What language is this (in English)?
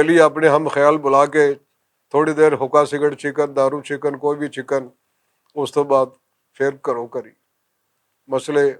Western Panjabi